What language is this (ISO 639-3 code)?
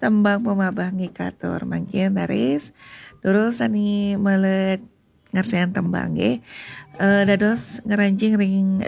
ban